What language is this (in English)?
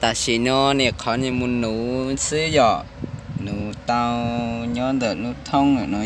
Hmong